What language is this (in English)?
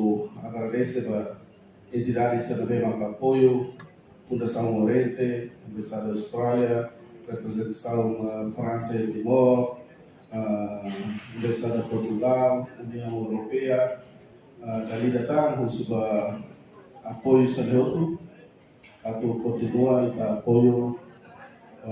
Tetum